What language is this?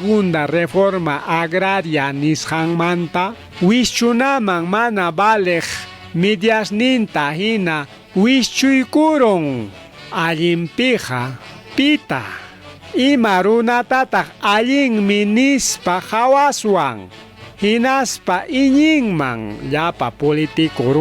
Ayacucho Quechua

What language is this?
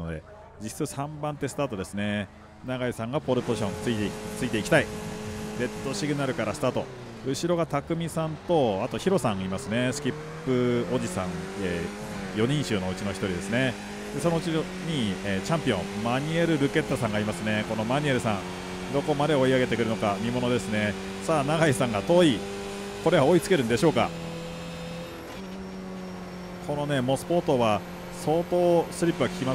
Japanese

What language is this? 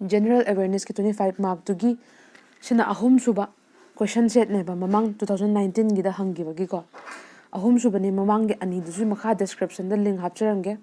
Manipuri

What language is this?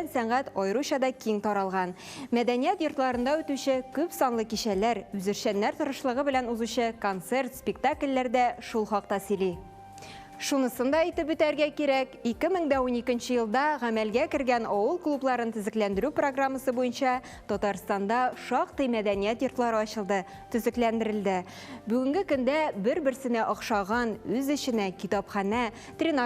Tatar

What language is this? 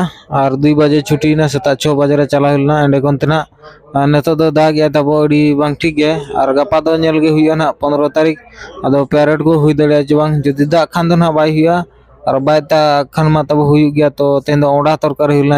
Santali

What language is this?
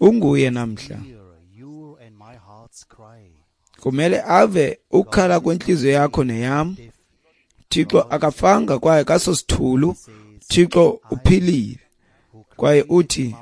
Xhosa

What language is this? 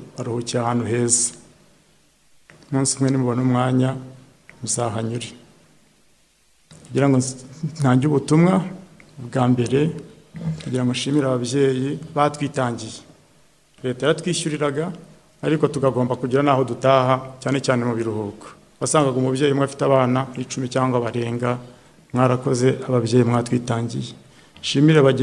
Kinyarwanda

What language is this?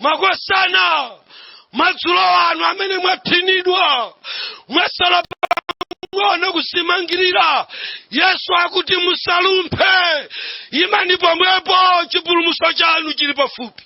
Nyanja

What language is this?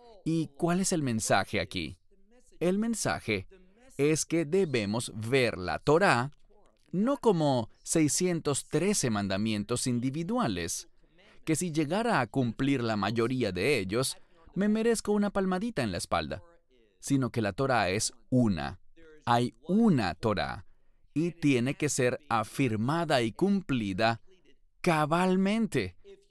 Spanish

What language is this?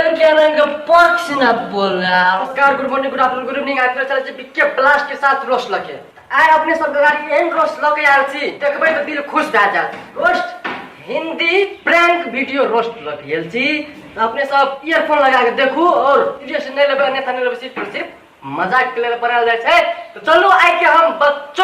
Maithili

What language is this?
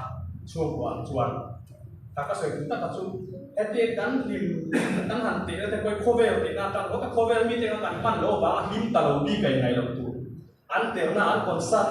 Mizo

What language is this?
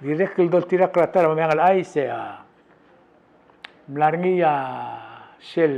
Palauan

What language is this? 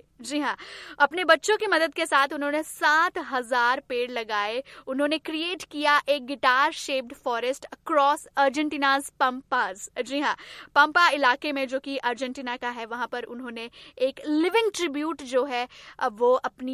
Hindi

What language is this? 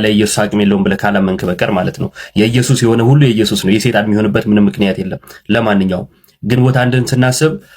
Amharic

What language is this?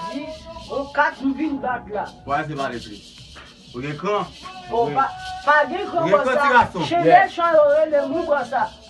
Haitian Creole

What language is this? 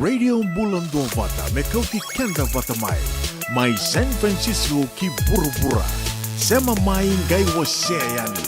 Fijian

